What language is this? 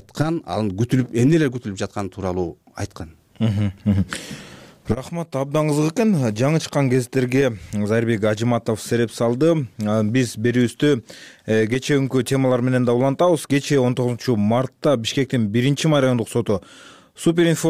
Kyrgyz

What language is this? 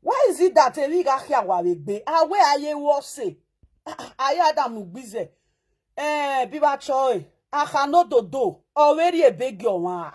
Nigerian Pidgin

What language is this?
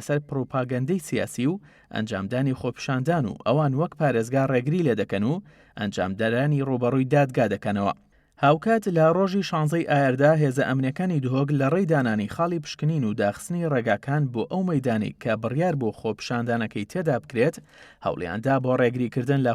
Central Kurdish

